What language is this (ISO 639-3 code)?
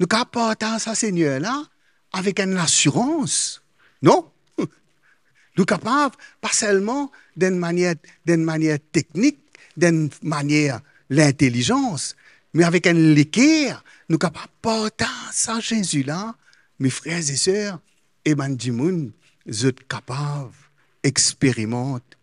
mfe